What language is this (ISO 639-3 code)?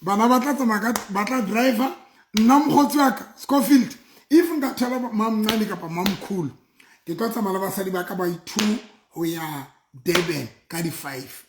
sot